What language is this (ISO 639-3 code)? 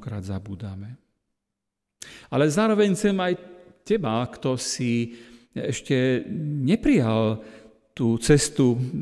slk